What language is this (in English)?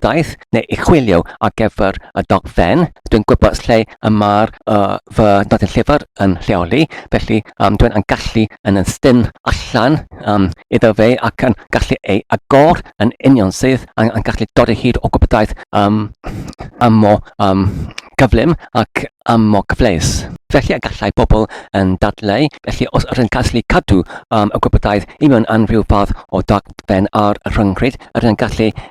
Welsh